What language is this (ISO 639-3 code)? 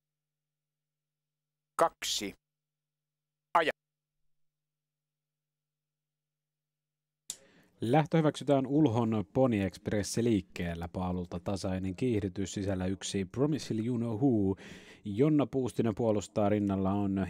fin